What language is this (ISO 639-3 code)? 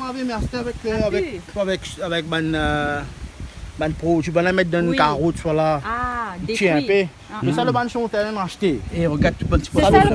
rcf